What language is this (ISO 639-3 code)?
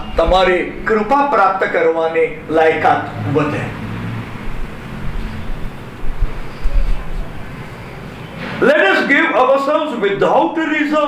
guj